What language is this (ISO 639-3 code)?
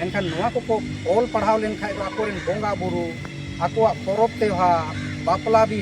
sat